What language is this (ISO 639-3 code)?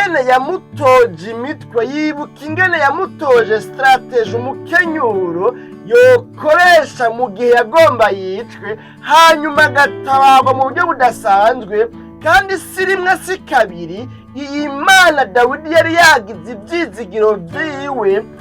run